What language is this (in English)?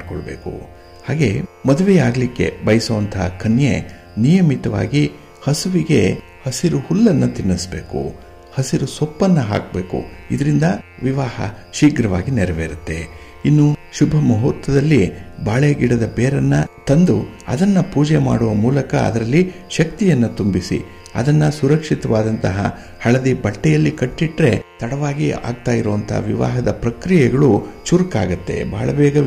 Kannada